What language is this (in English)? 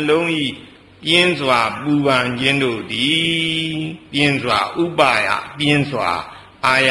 Burmese